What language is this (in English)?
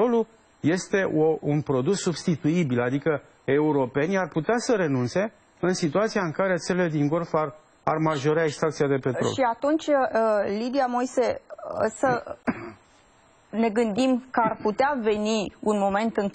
Romanian